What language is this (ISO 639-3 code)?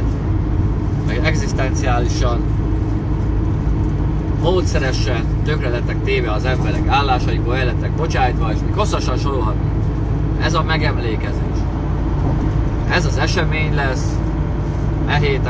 hun